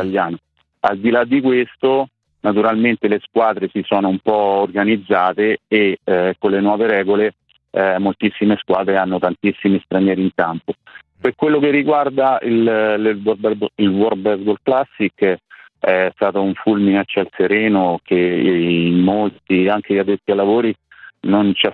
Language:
Italian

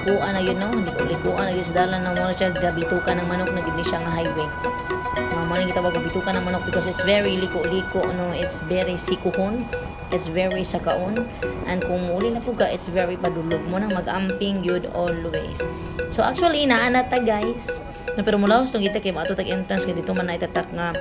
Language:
Cebuano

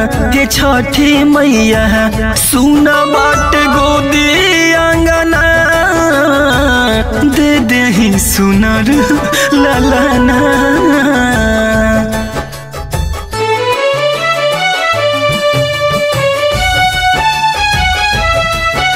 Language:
Bhojpuri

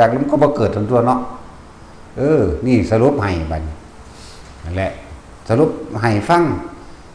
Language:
Northeastern Thai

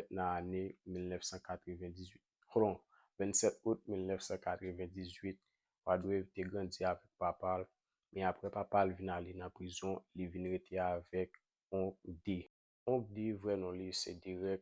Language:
Haitian Creole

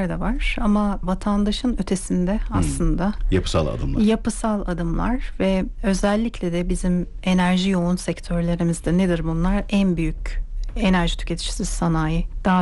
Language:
Turkish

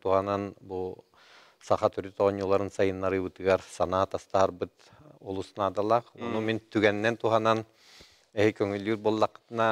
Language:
Yakut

